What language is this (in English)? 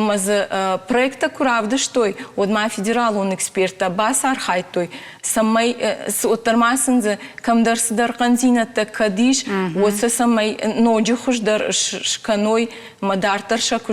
Ossetic